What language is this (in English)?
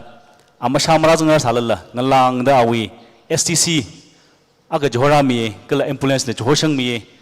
Tangkhul Naga (India)